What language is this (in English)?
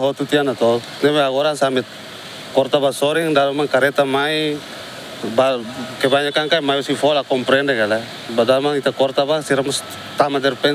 Tetum